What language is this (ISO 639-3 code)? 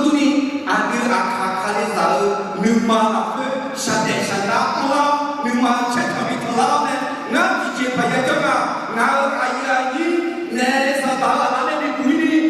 ahk